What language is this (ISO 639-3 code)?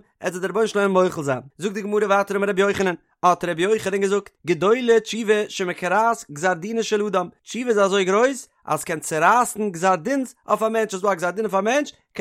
yid